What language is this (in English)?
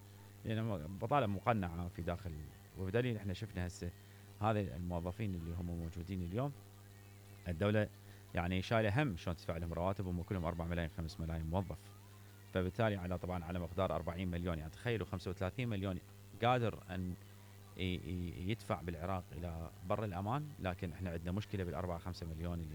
Mesopotamian Arabic